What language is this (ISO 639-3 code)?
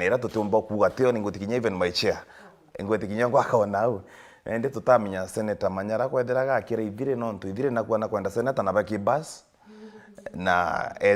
mer